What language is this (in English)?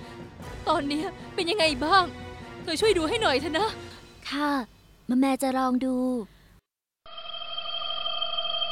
Thai